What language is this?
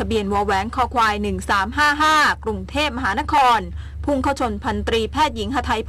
Thai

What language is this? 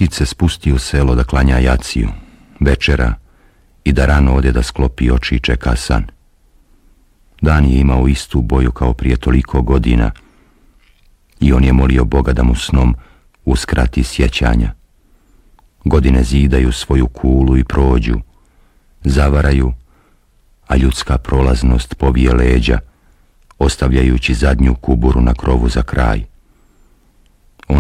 Bosnian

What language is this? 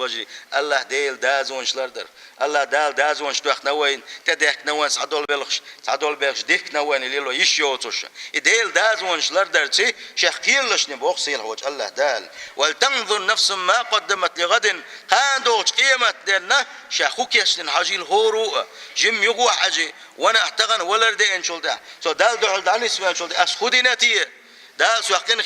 Chechen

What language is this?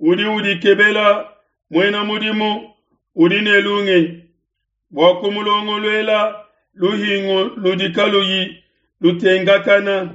Luba-Lulua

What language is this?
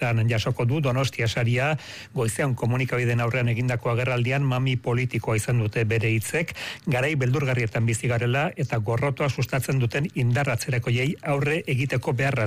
Basque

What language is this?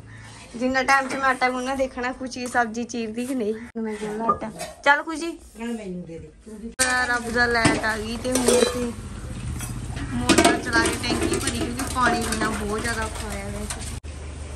Punjabi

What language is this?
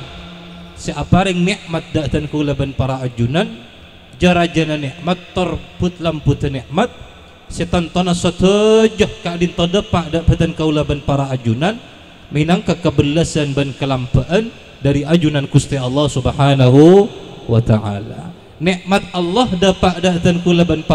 Madurese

